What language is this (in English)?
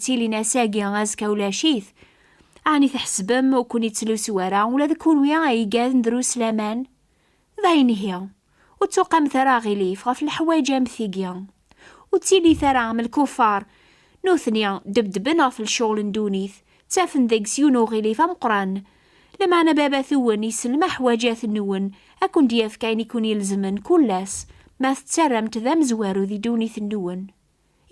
Kabyle